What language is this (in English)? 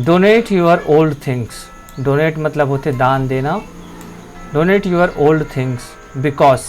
Chhattisgarhi